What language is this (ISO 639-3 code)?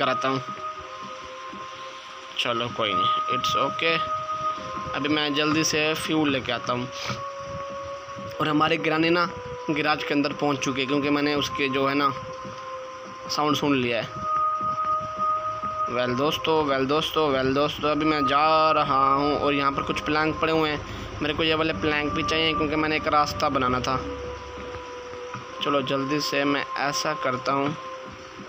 hin